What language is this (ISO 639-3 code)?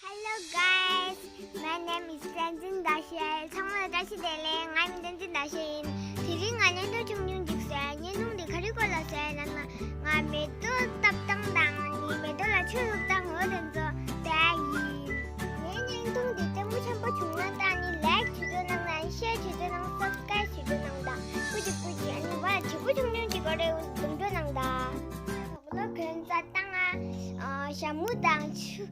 bod